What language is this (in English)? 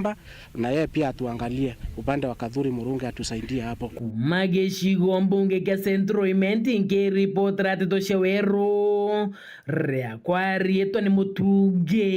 Meru